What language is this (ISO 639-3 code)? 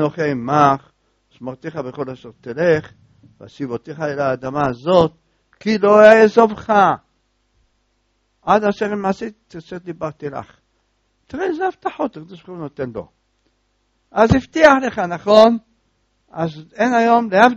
heb